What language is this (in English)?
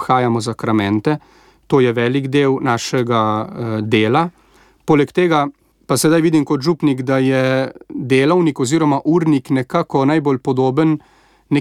Slovenian